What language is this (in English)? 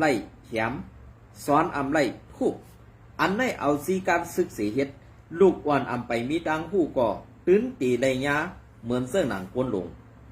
Shan